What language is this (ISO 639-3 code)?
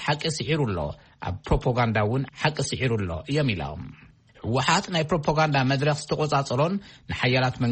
tir